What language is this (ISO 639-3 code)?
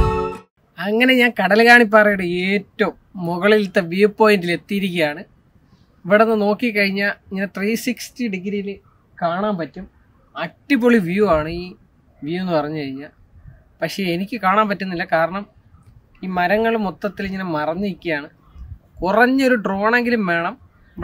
mal